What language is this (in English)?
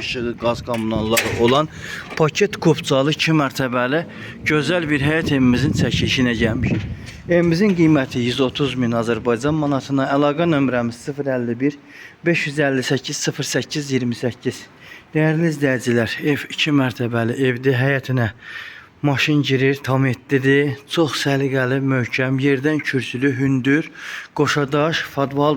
Azerbaijani